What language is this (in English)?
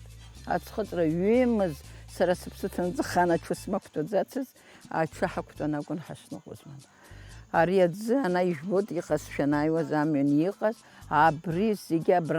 Abkhazian